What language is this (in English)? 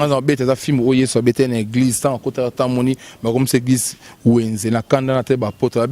Lingala